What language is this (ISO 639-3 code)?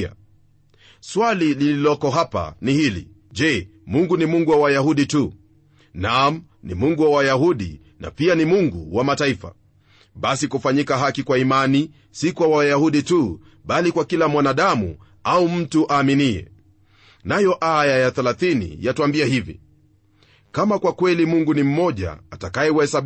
swa